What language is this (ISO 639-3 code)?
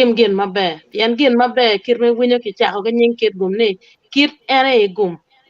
ach